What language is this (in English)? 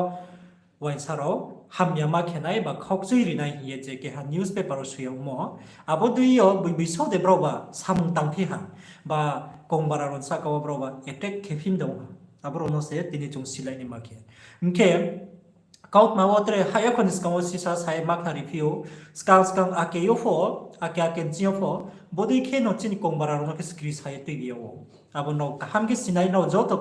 Riang (India)